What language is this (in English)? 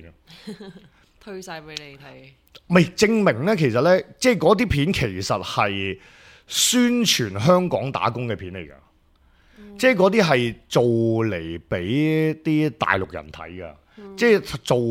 Cantonese